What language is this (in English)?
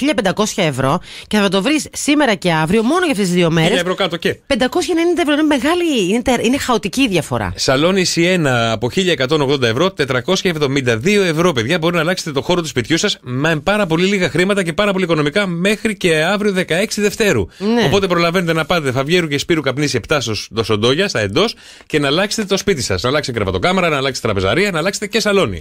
Greek